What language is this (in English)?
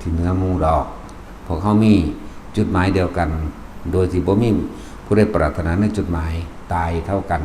Northeastern Thai